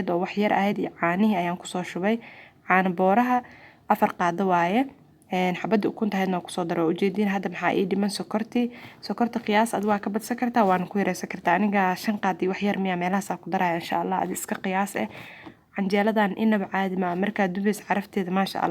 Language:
Somali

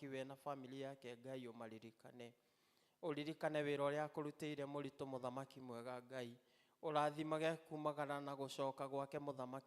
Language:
Kikuyu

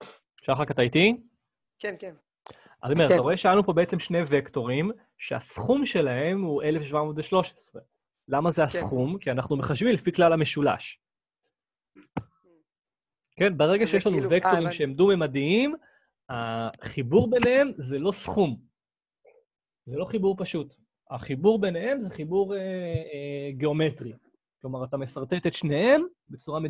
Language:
Hebrew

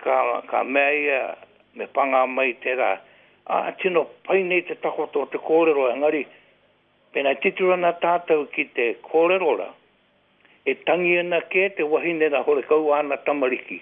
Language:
Māori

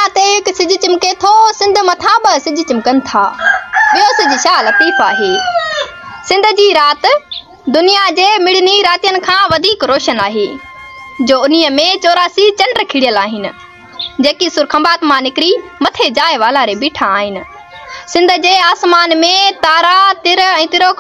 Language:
Sindhi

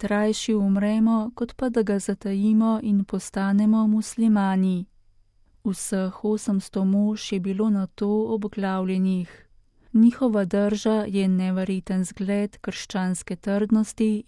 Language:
Slovenian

